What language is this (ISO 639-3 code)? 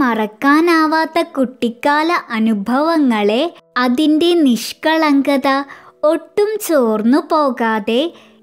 mal